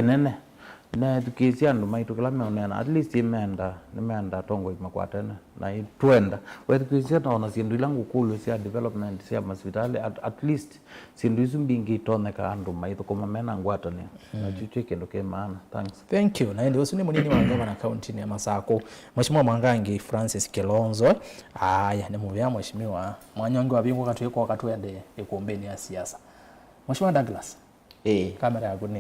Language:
Kamba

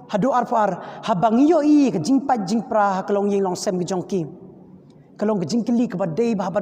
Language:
Khasi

